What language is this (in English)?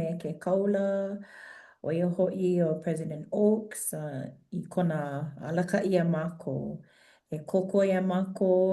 Hawaiian